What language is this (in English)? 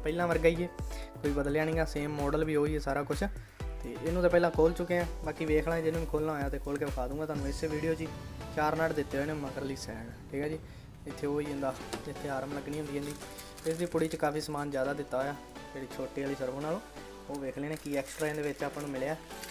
Punjabi